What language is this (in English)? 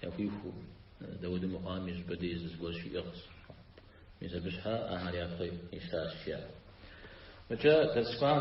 Kabardian